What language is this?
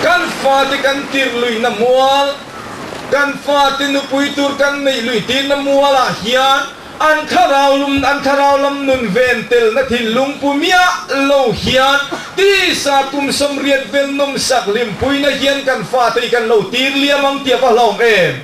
Mizo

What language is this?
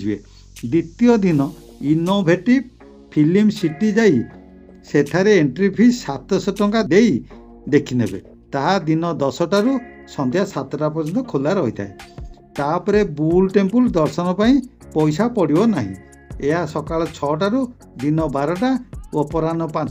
Odia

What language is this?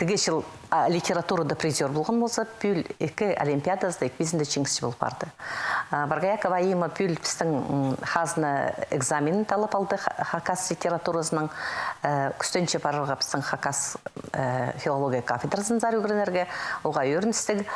Khakas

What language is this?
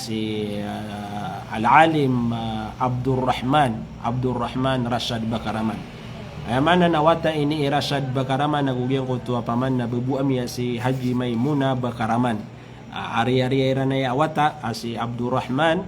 Maranao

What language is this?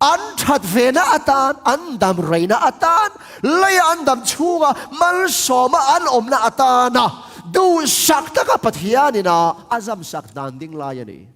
Tedim Chin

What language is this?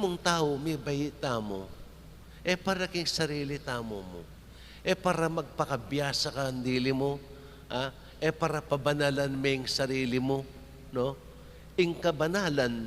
Pampanga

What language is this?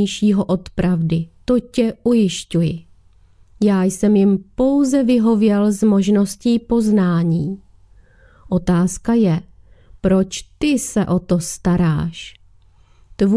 Czech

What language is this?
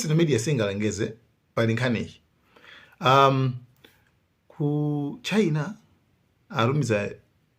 Nyanja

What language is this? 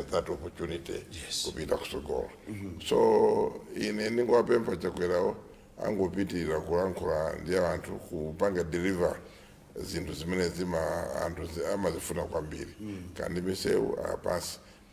Nyanja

